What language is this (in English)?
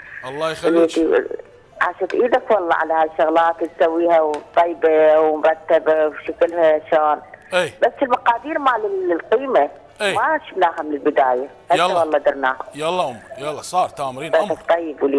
Mesopotamian Arabic